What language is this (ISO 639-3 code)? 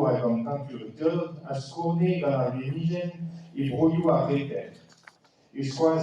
bre